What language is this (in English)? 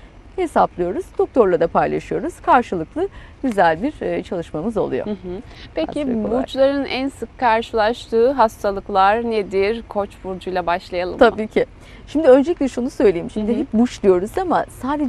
Turkish